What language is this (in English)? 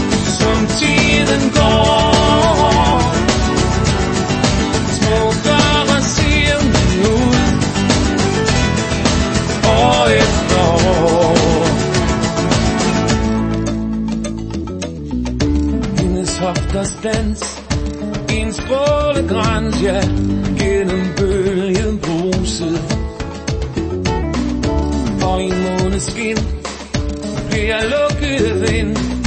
Danish